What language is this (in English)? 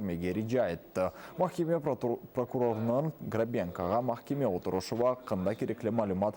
Crimean Tatar